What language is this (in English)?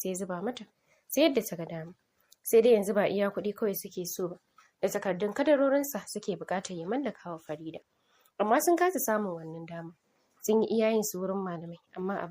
Hausa